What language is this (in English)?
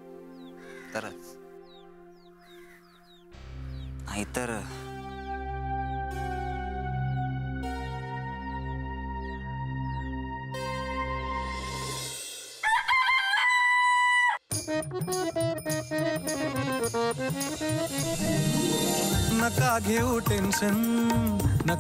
Marathi